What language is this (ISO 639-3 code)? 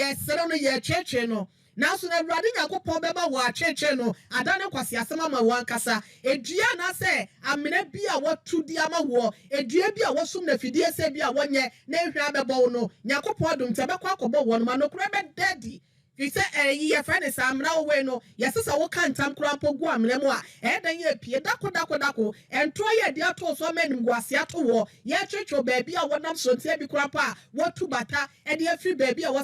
aka